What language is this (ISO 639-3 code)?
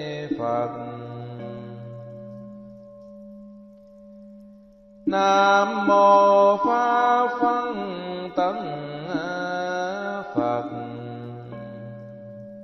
vie